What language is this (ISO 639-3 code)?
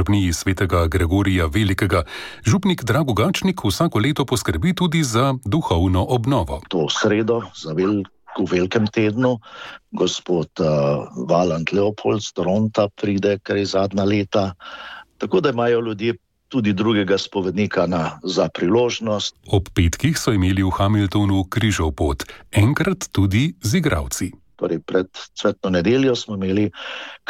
slv